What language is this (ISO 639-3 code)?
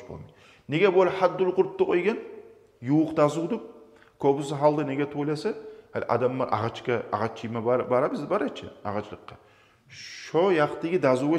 kum